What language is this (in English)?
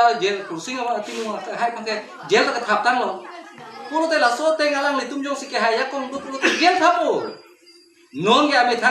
Karbi